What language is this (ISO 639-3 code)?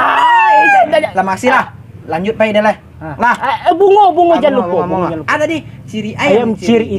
min